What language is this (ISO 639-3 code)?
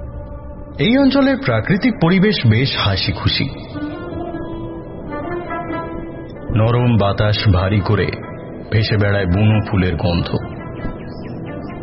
ben